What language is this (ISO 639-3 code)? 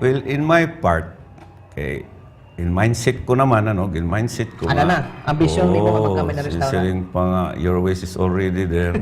war